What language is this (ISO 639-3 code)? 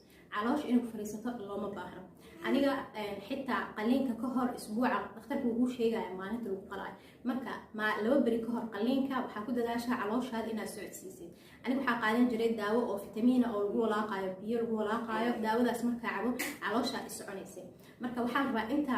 som